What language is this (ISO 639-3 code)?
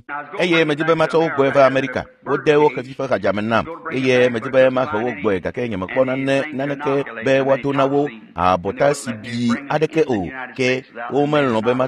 ewe